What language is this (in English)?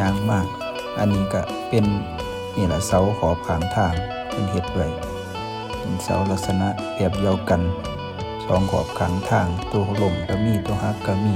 Lao